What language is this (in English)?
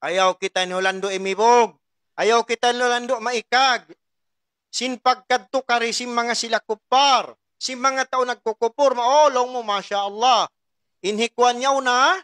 Tausug